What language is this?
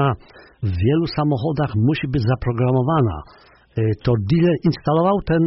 Polish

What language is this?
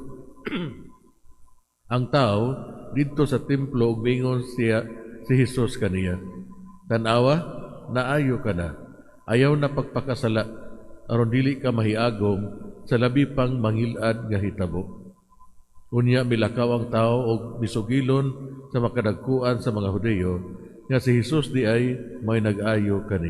Cebuano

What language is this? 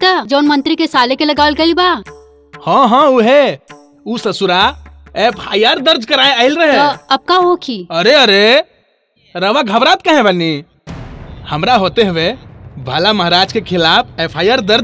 Bhojpuri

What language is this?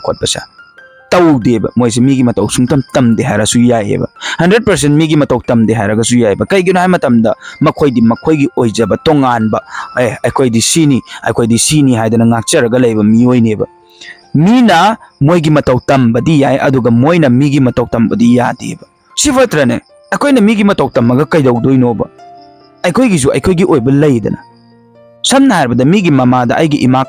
Manipuri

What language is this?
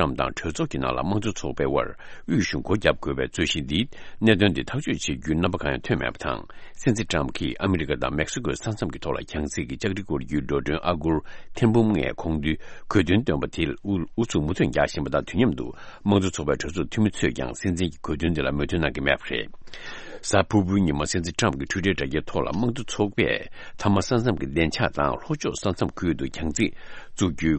Tibetan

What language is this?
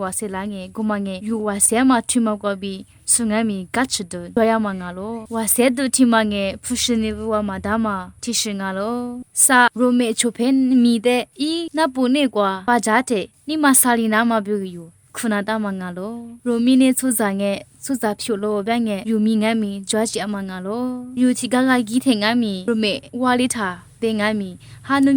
Lisu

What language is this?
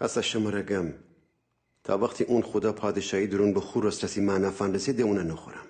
Gilaki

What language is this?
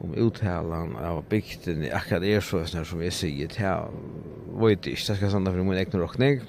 Faroese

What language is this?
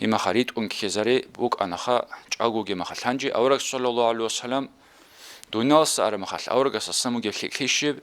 Avaric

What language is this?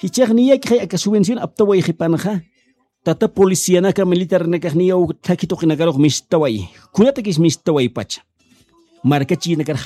Aymara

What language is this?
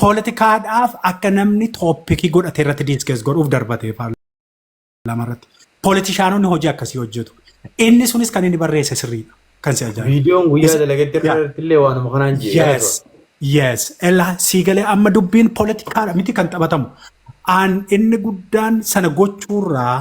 Oromo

